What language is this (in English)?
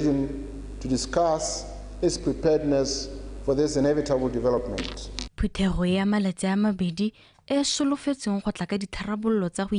Tswana